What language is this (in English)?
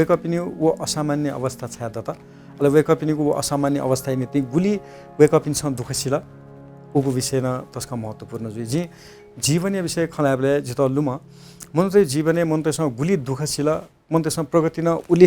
Newari